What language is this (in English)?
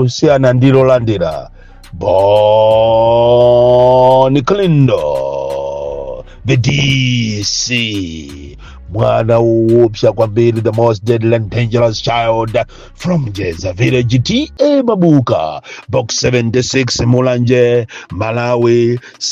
Nyanja